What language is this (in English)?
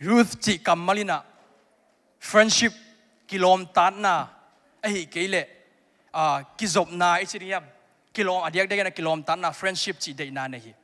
Tedim Chin